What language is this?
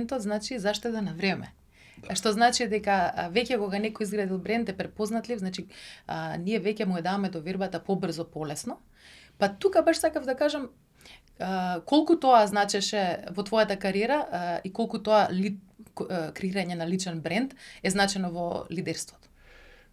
Macedonian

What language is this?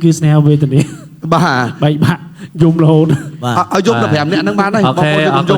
Khmer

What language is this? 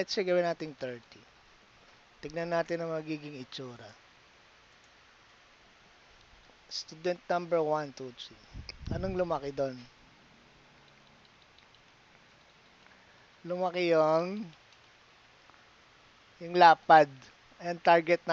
Filipino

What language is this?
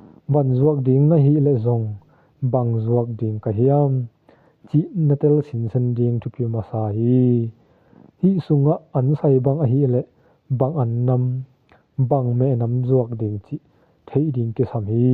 Tedim Chin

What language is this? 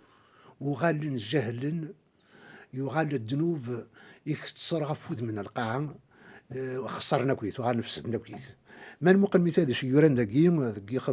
Kabyle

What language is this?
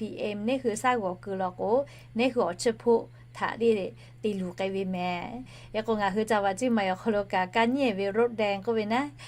Lahu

